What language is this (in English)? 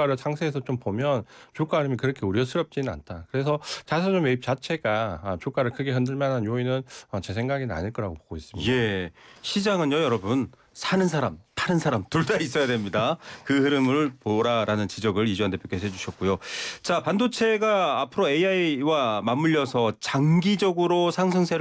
Korean